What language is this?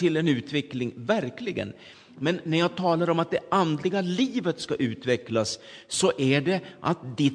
Swedish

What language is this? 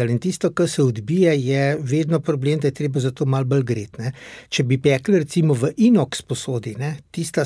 Slovenian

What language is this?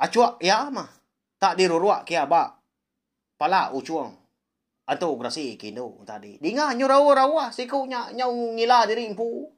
Iban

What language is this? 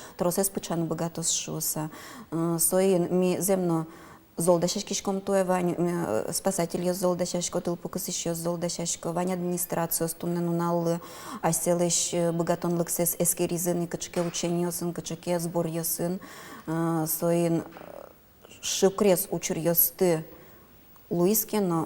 Udmurt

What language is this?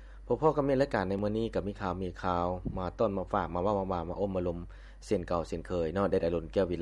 Lao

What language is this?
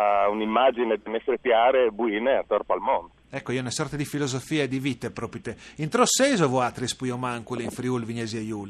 Friulian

